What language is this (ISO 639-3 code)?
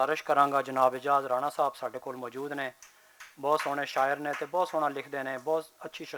lah